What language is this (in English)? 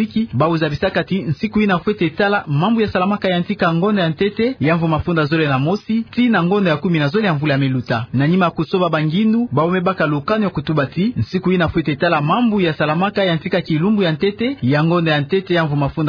Kituba (Democratic Republic of Congo)